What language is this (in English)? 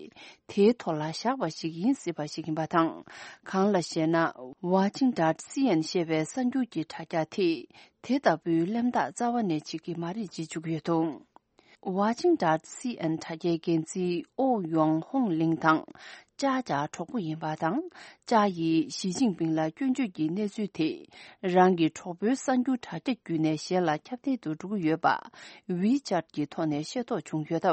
Tibetan